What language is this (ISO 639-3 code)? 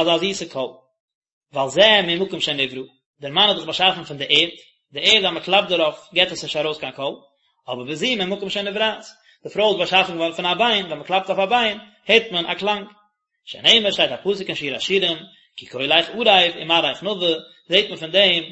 yid